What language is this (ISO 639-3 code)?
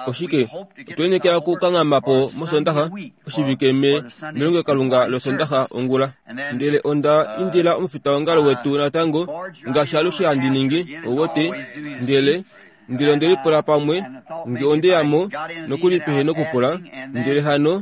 kua